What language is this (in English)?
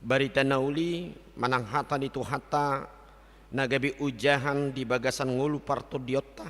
Batak Toba